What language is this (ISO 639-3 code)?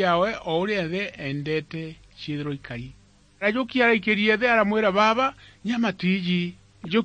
mer